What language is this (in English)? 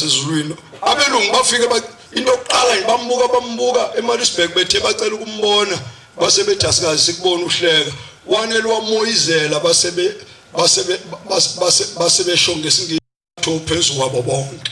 Zulu